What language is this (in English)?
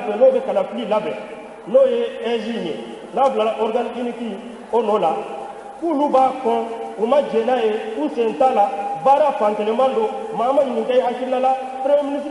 Bambara